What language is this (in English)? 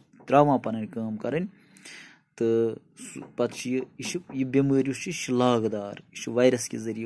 Kashmiri